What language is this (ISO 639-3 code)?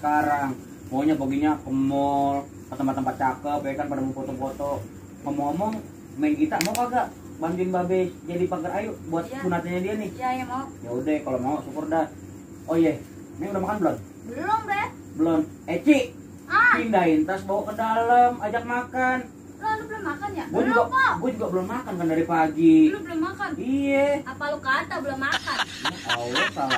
bew